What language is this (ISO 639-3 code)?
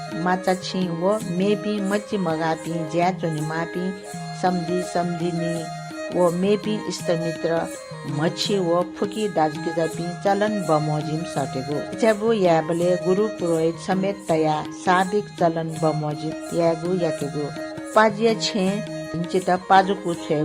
new